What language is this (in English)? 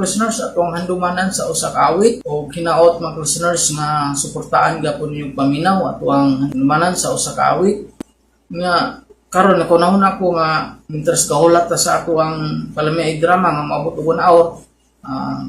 Cebuano